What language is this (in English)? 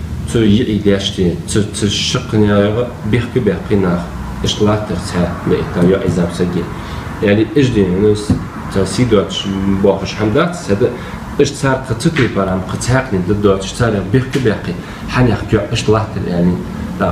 Ingush